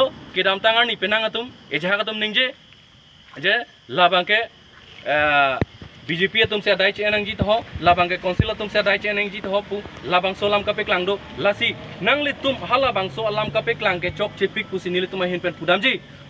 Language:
Karbi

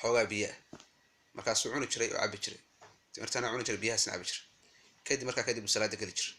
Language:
Somali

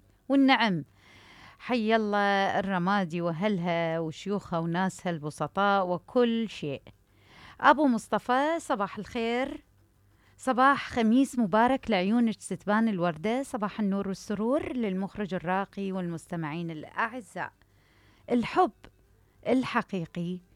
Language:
Mesopotamian Arabic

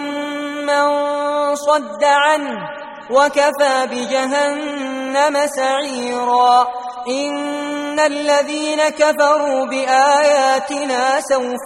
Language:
Arabic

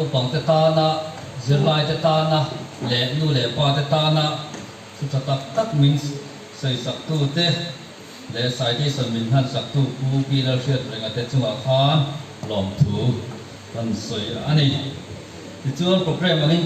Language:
Mizo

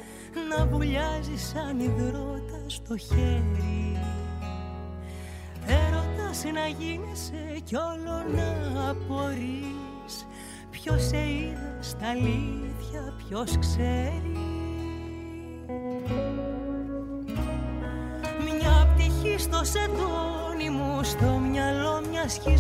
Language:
Greek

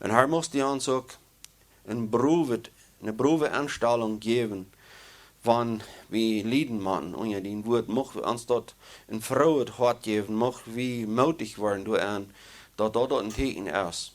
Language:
Plautdietsch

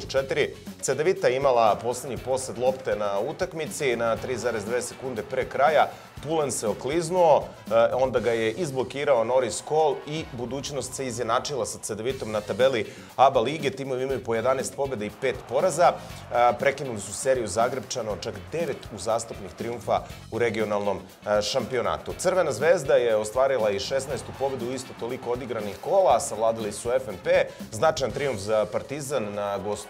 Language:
Serbian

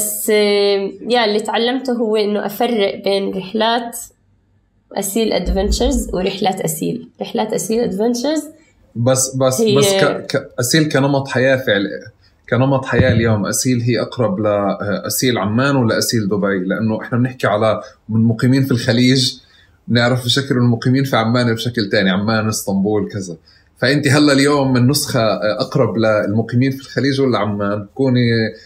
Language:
North Levantine Arabic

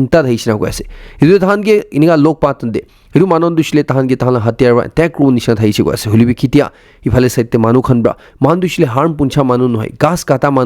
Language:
Naga Pidgin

